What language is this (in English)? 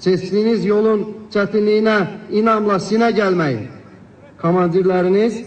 Azerbaijani